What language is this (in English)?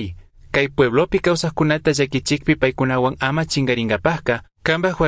Chimborazo Highland Quichua